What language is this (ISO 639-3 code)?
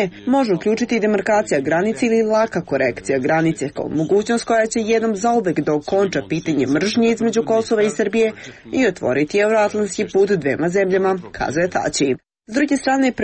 srp